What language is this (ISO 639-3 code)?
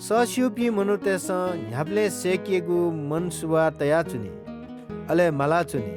new